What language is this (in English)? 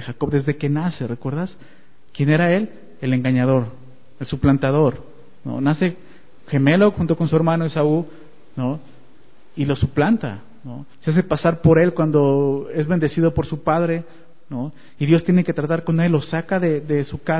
Spanish